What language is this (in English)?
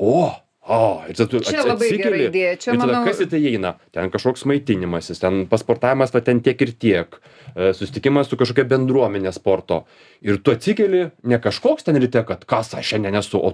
Lithuanian